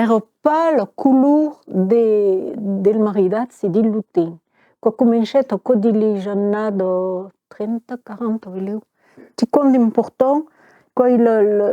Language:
Occitan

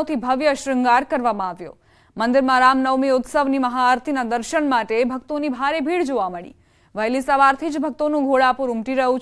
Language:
Gujarati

